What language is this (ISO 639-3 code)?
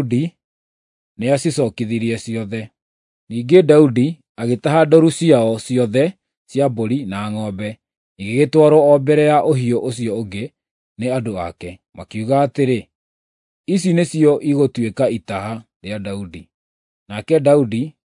kik